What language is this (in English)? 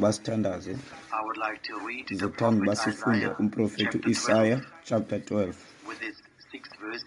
Xhosa